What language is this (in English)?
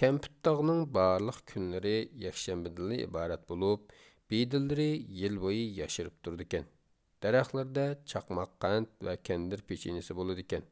Uyghur